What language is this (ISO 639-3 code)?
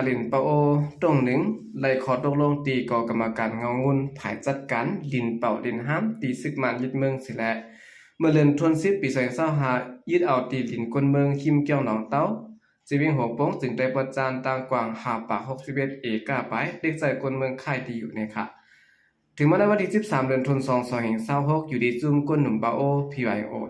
shn